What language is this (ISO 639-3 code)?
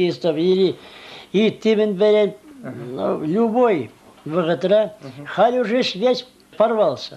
chv